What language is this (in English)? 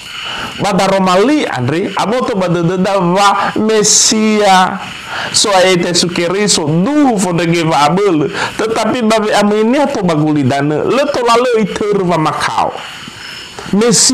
Nias